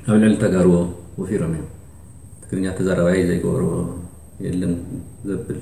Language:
Tigrinya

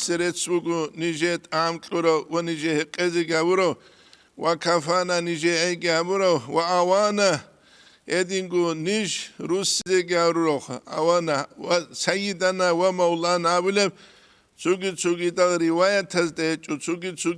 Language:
Avaric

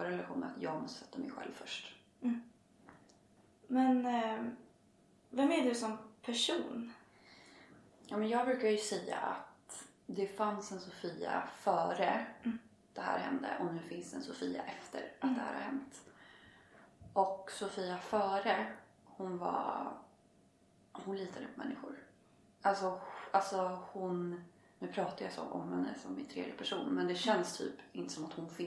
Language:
Swedish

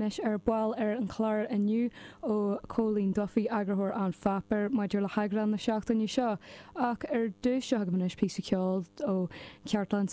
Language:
Irish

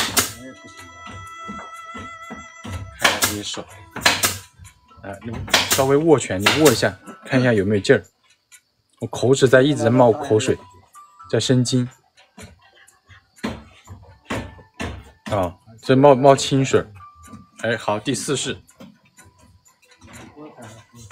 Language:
Chinese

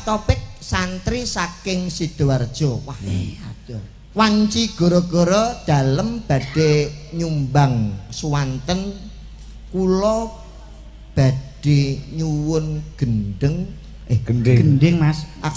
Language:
Javanese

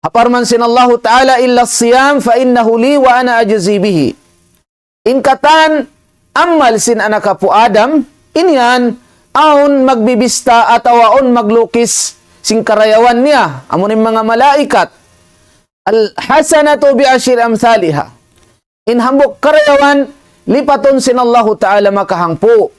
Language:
Tausug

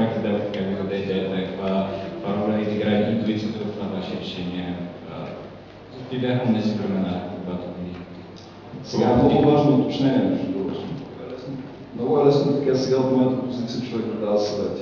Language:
Bulgarian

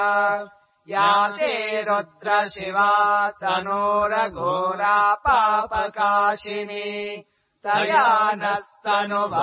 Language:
Sanskrit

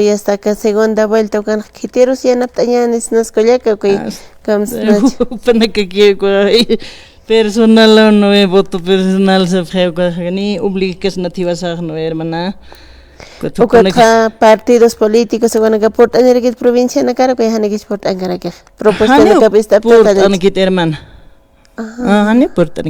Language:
Aymara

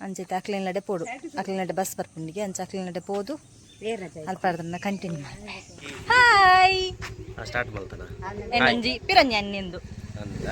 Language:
Tulu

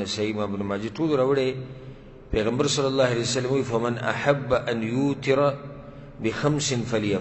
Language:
Pashto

